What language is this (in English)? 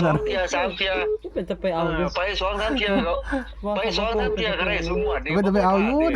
Northeastern Thai